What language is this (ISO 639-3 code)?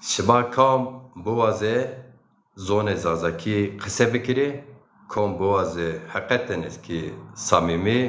zza